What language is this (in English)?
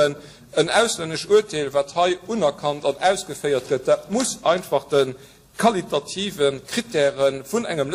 Luxembourgish